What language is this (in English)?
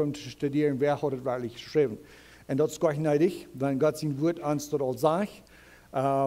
Plautdietsch